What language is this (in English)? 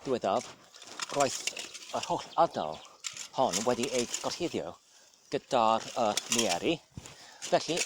Welsh